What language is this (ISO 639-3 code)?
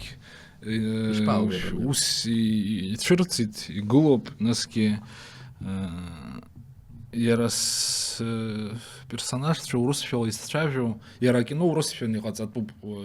abk